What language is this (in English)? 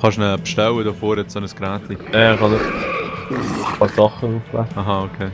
Swiss German